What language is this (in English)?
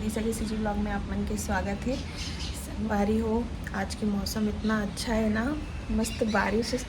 Chhattisgarhi